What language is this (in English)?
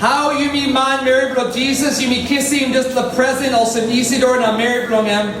Tok Pisin